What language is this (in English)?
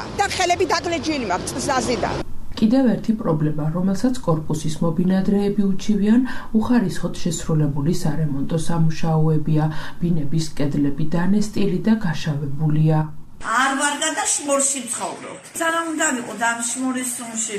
Georgian